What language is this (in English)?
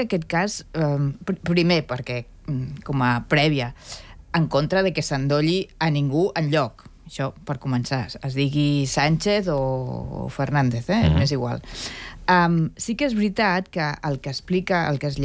Catalan